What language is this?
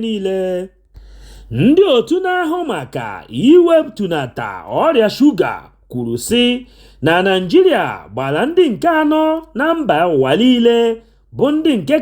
Igbo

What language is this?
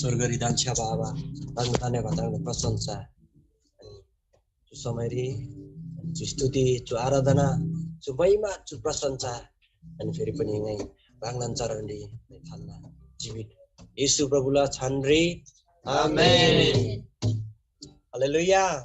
Eastern Tamang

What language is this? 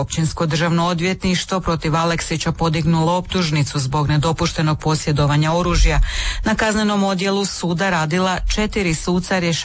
Croatian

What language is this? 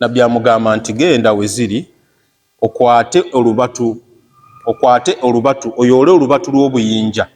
Ganda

